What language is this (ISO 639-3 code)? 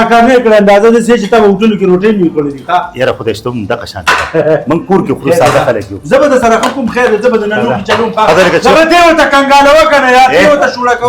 pus